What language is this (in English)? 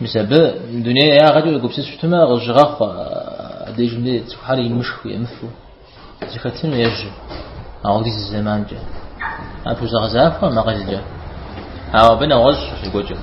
Kabardian